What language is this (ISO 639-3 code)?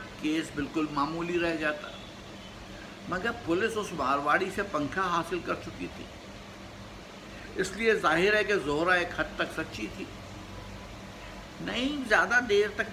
urd